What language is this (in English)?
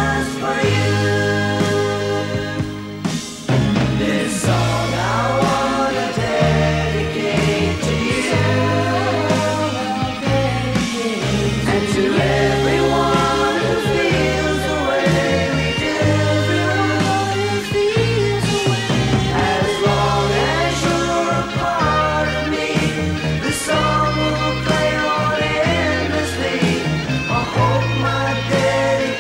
English